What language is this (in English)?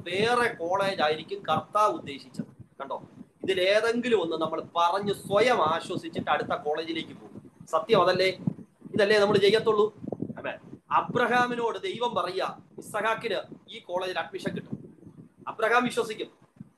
Malayalam